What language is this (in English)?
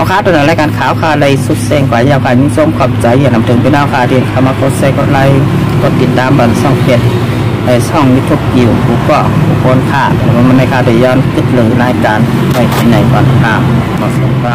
Shan